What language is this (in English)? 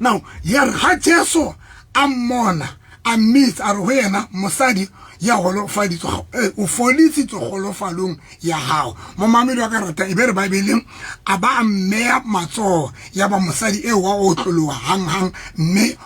Southern Sotho